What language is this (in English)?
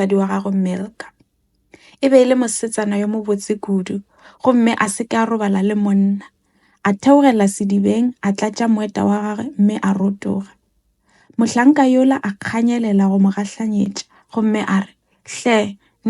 Northern Sotho